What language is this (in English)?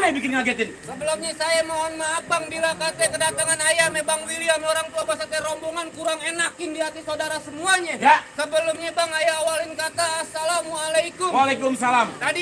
Betawi